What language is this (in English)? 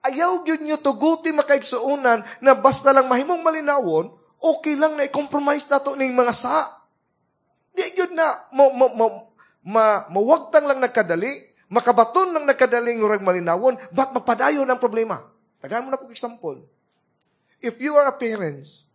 Cebuano